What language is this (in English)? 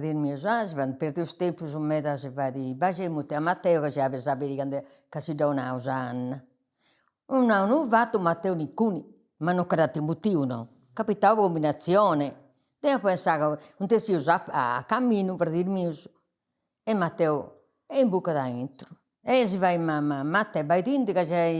Sardinian